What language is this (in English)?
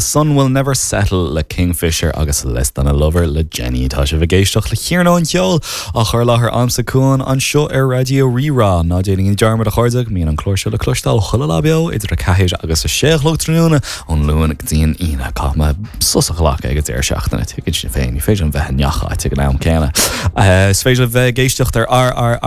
Irish